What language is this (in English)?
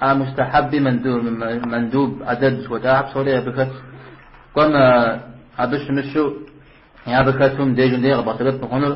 Kabardian